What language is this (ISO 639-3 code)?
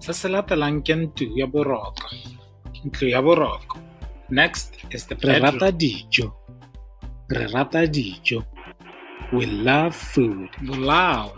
tsn